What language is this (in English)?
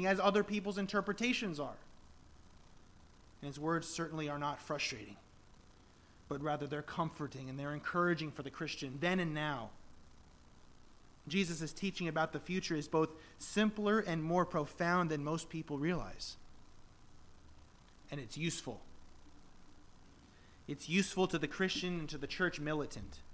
English